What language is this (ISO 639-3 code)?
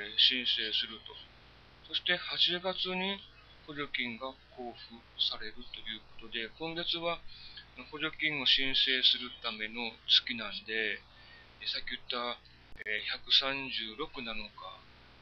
jpn